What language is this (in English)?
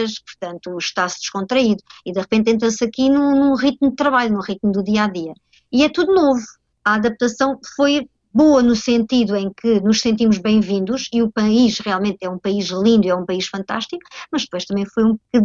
Portuguese